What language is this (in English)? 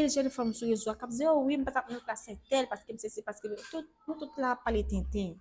Haitian Creole